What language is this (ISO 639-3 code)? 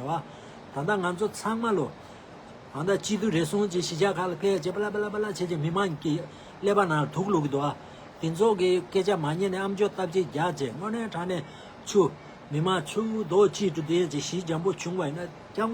bod